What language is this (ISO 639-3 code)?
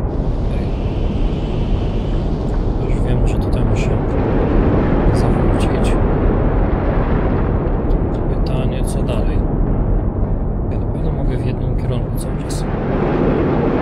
pol